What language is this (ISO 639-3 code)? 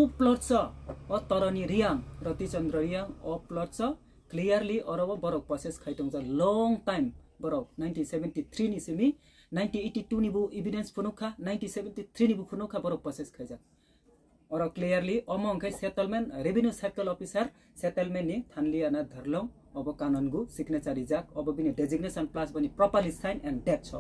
trp